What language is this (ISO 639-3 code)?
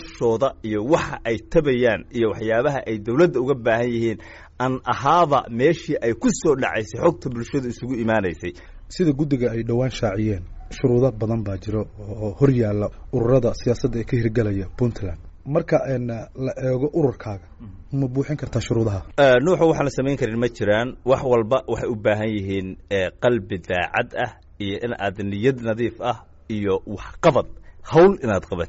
som